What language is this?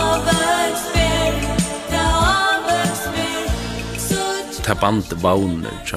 Faroese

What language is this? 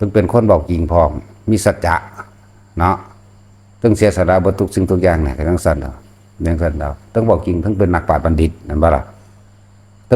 Northeastern Thai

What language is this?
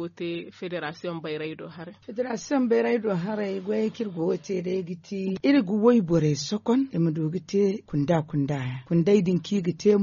Zarma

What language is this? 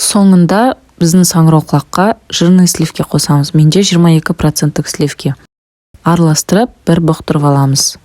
Kazakh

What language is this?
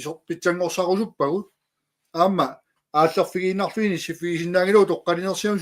Kalaallisut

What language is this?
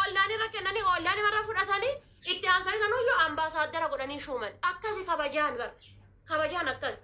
Oromo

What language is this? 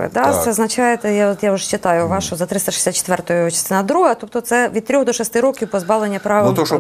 Ukrainian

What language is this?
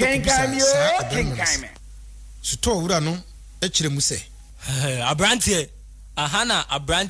Akan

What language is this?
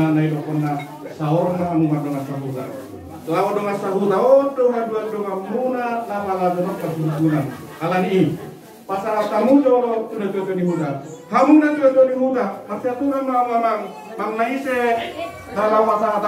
Batak Toba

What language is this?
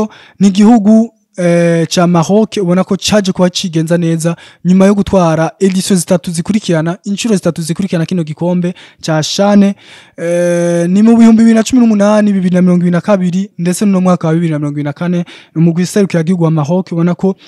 Rundi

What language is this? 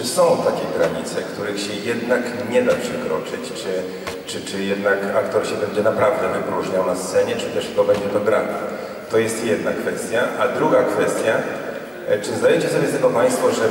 Polish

